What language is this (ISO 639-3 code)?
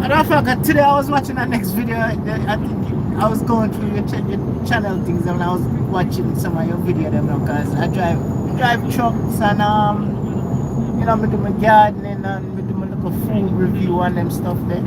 jam